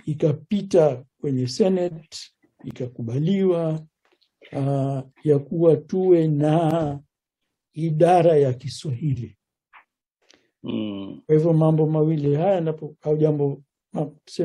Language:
Swahili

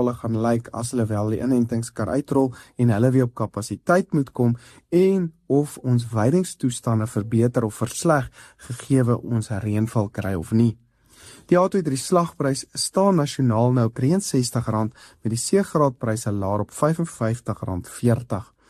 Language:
Afrikaans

